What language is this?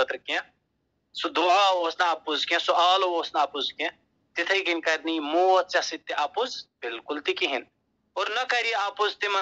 Kashmiri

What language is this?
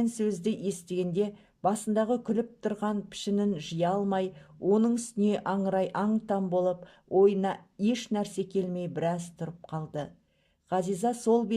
Kazakh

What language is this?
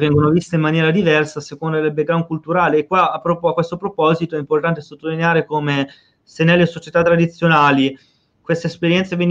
Italian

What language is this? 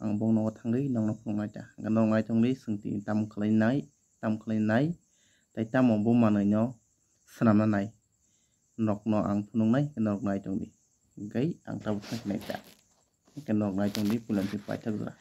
Kok Borok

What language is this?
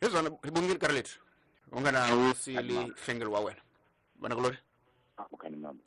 Tsonga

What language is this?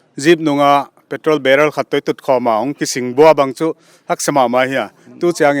Paite Chin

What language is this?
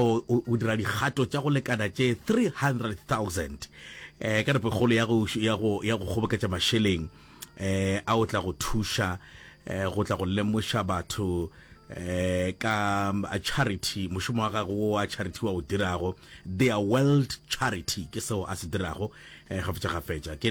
Northern Sotho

